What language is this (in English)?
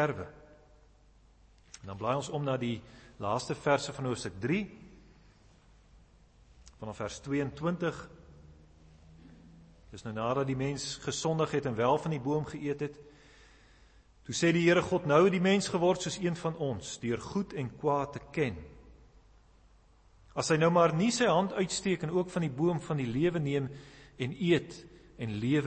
Afrikaans